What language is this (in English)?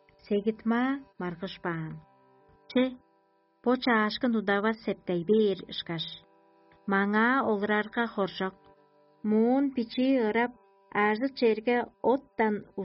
Tuvinian